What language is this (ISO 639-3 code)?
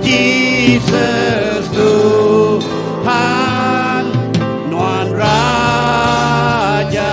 iba